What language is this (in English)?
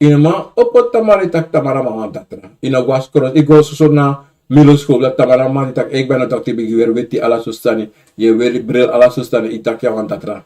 Sranan Tongo